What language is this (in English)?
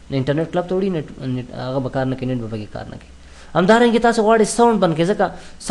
Pashto